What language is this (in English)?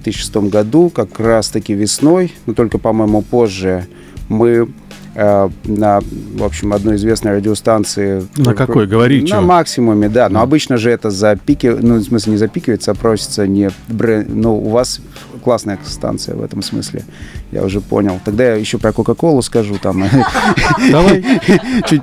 Russian